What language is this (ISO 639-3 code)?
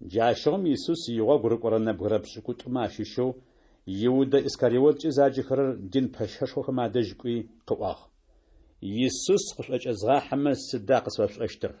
ady